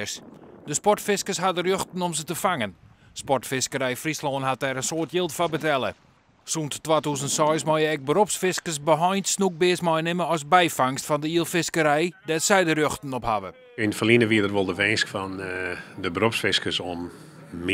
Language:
Western Frisian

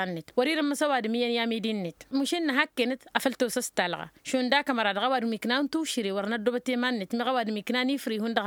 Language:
Tamasheq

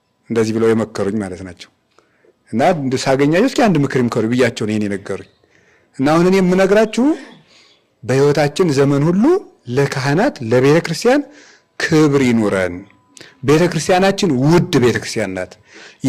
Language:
Amharic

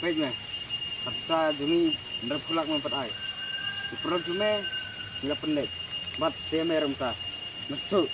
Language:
Khasi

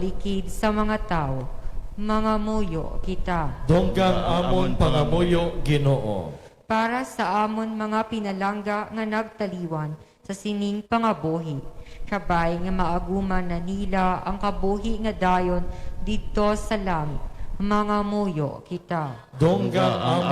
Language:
Hiligaynon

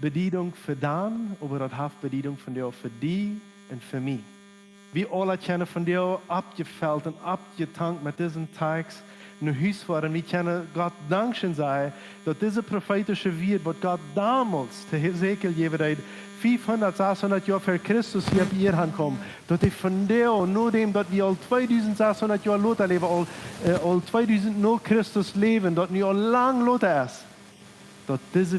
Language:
Plautdietsch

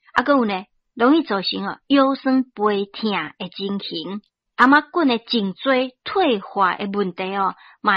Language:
Min Nan Chinese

